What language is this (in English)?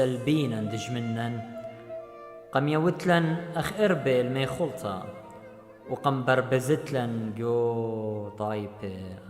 Assyrian Neo-Aramaic